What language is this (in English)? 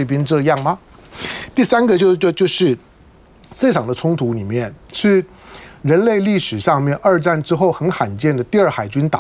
Chinese